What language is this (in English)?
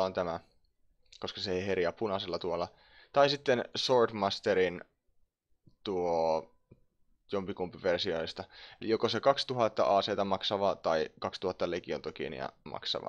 Finnish